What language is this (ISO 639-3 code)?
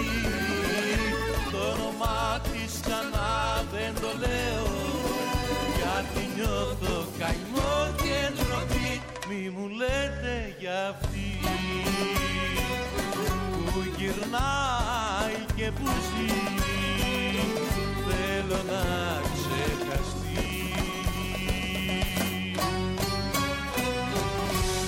ell